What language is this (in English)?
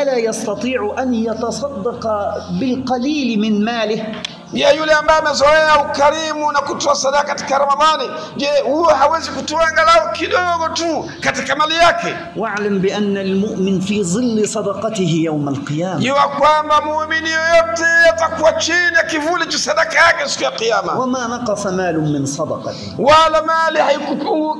Swahili